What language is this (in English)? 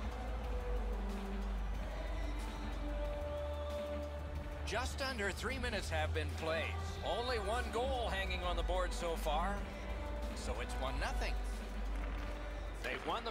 English